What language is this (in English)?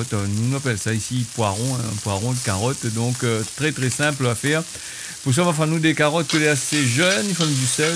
Réunion Creole French